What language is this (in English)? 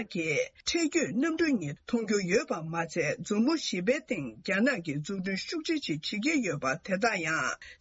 Tibetan